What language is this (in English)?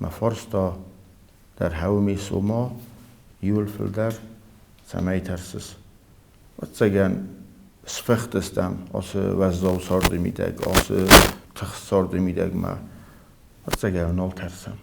Ossetic